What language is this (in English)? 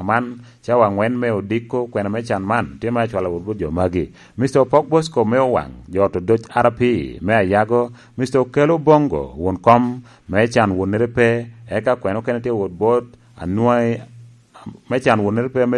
Lango (Uganda)